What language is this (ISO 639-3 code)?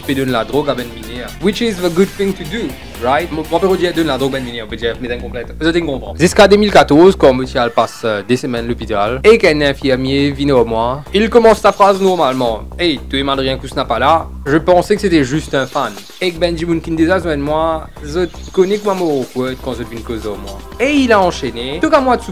mfe